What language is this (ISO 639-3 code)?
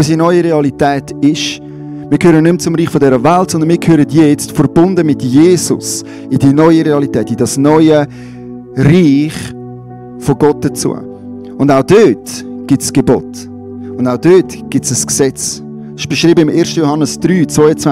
gsw